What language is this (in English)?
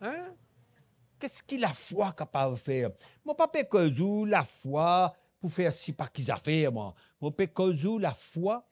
Morisyen